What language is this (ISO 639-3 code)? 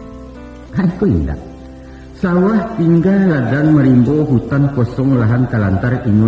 min